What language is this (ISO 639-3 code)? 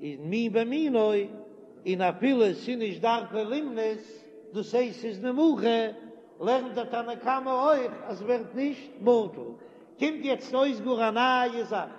yid